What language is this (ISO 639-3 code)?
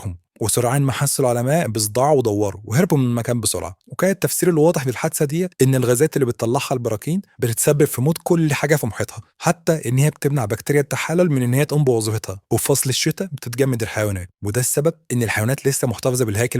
arz